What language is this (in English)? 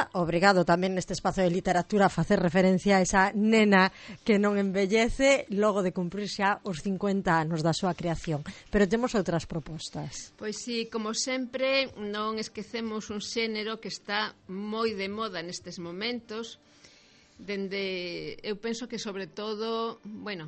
Galician